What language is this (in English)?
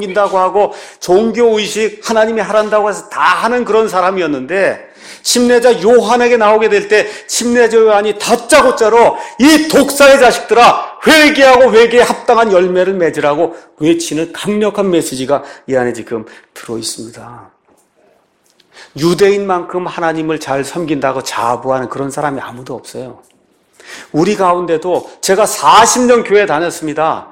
Korean